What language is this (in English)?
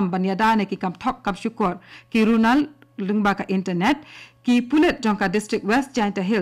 Khasi